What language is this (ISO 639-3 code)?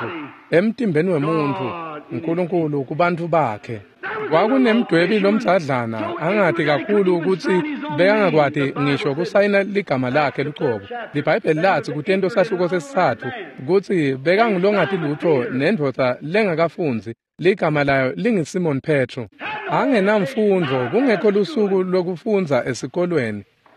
ssw